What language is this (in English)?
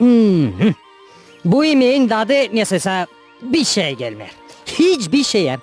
Gagauz